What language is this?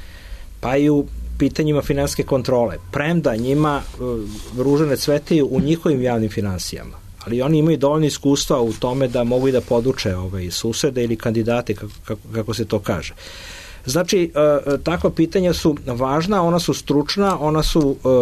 Serbian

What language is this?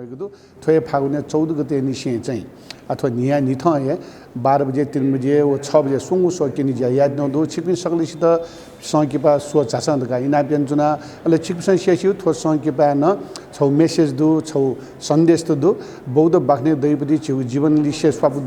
Newari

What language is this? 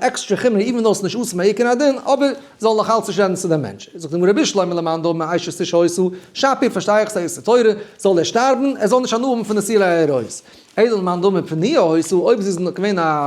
Yiddish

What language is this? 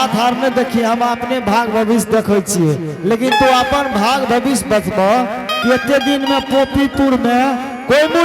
Angika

